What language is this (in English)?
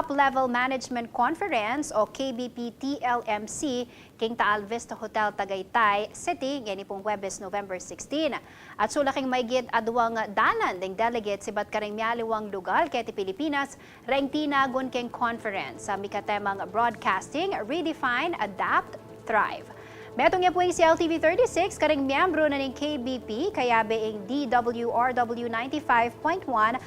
Pampanga